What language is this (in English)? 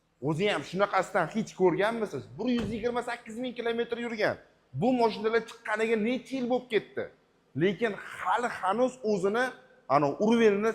Uzbek